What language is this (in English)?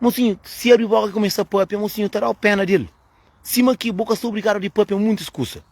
Kabuverdianu